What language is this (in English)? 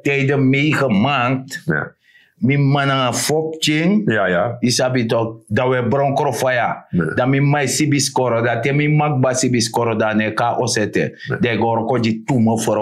Sranan Tongo